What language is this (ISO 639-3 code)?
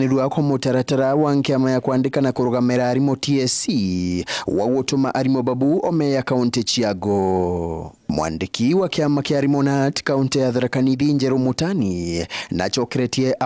mer